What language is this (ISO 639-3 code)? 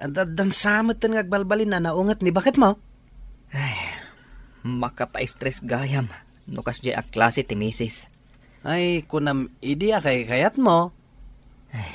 ilo